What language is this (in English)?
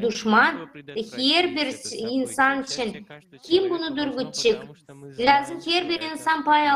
Gagauz